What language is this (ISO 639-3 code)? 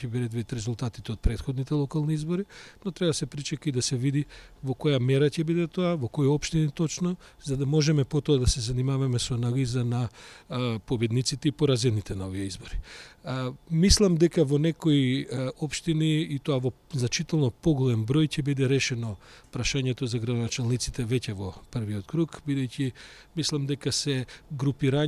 mkd